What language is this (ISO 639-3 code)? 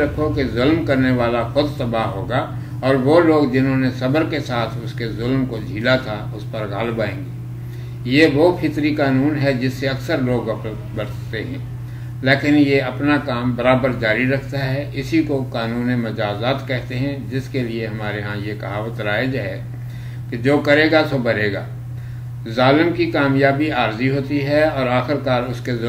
urd